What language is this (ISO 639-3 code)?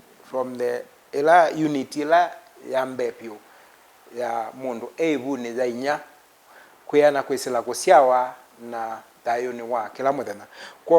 kam